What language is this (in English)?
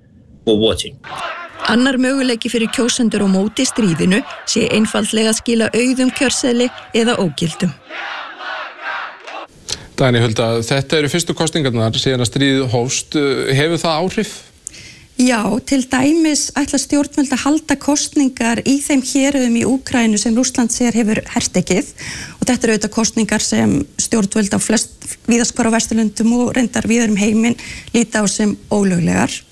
Icelandic